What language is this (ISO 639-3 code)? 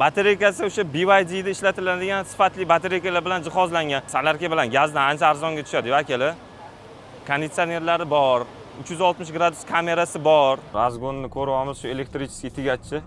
uzb